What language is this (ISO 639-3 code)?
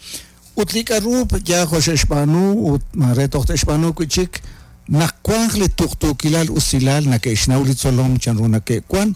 kek